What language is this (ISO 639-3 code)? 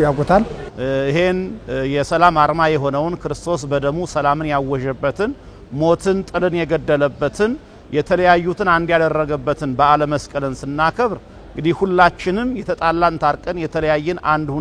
amh